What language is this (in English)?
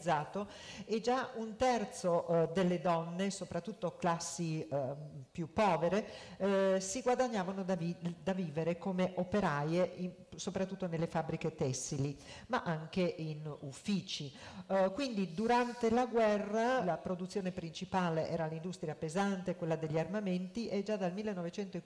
Italian